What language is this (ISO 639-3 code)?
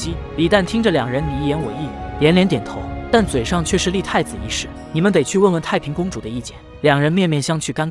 zho